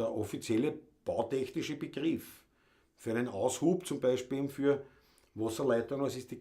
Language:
Bavarian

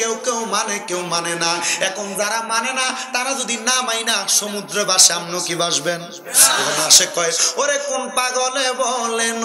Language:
Bangla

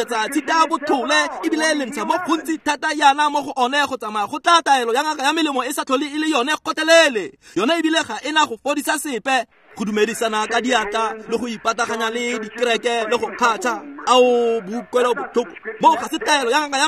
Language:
Tswana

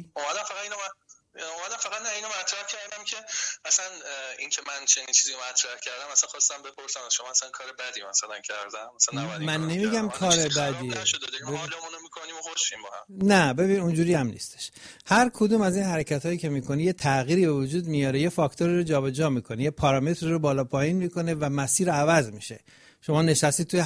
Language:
Persian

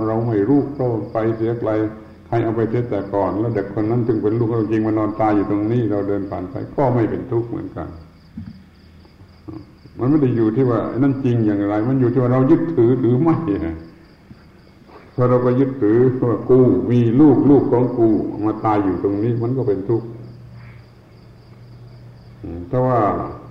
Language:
Thai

